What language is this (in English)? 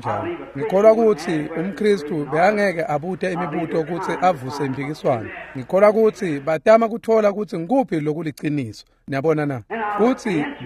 Swati